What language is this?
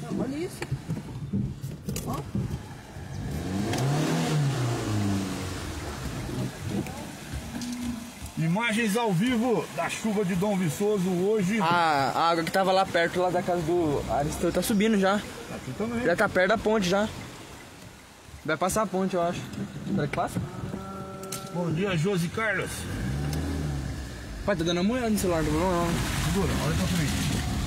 Portuguese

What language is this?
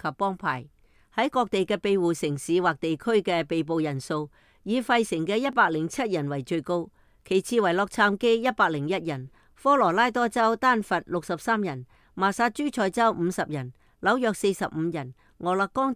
Cantonese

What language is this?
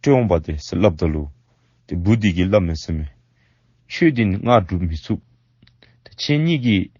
Dzongkha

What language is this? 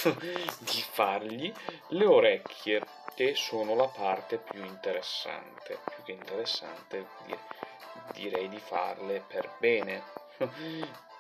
Italian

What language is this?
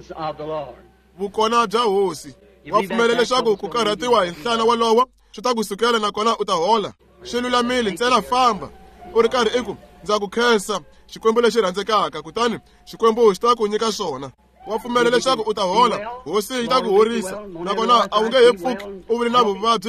Tsonga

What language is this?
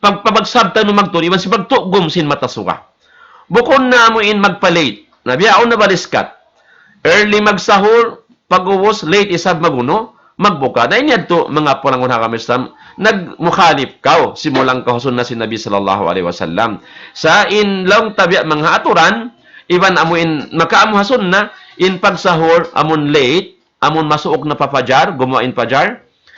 Tausug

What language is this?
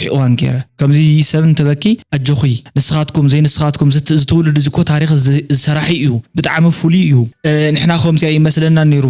Tigrinya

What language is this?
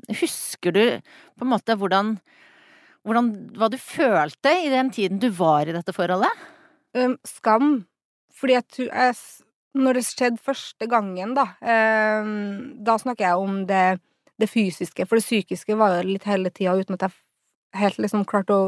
Norwegian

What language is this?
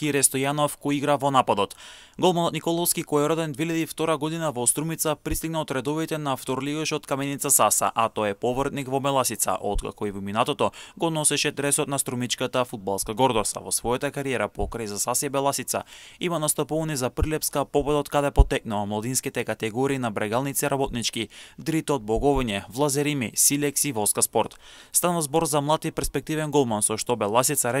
Macedonian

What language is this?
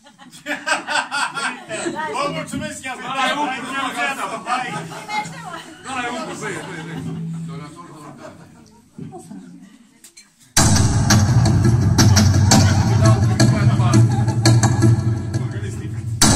Romanian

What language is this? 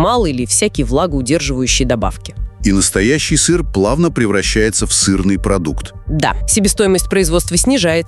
Russian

